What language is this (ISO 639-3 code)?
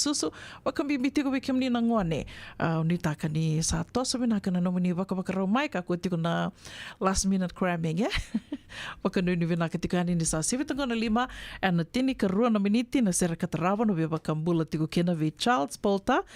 fij